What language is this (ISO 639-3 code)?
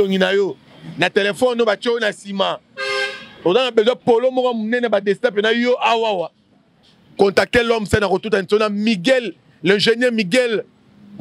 lin